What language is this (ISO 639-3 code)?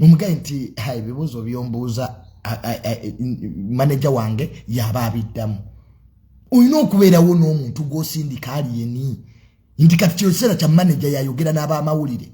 lug